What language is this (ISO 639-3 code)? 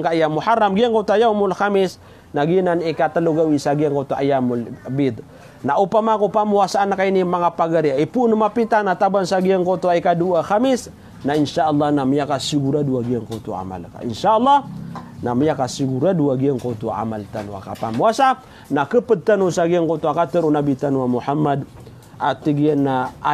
mrw